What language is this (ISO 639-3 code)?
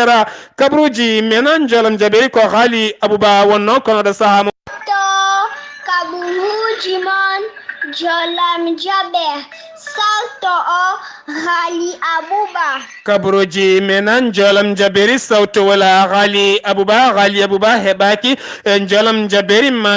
ful